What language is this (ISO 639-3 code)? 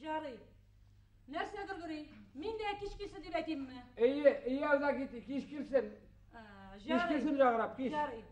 bak